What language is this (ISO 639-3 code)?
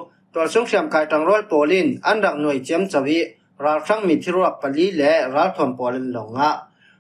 cfm